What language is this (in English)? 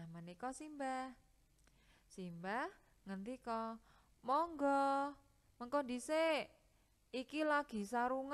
Javanese